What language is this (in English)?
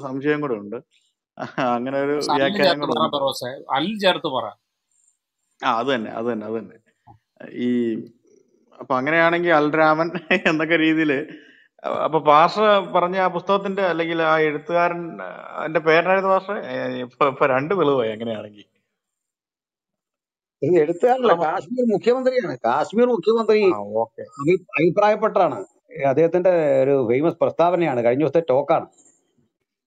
Malayalam